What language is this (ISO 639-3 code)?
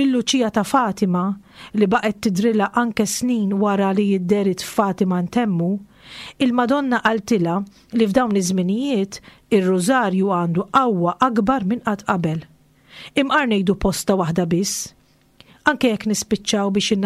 mlt